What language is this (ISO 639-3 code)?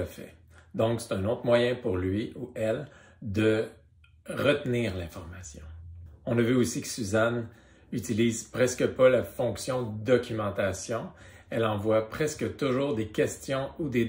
fra